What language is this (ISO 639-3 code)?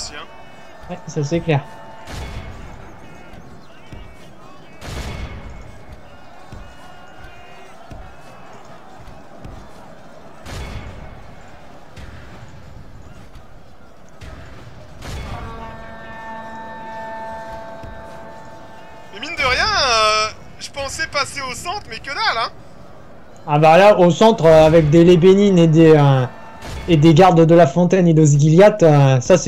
fra